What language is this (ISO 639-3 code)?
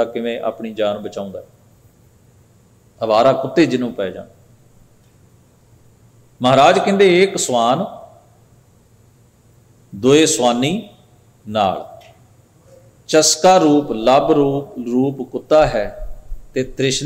pan